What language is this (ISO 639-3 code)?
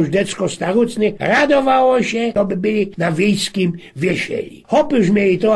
szl